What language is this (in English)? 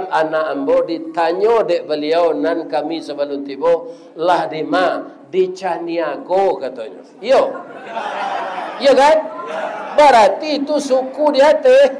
Minangkabau